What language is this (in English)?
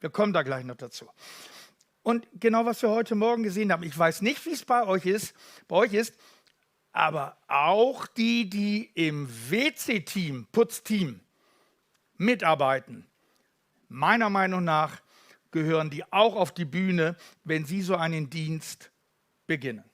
Swiss German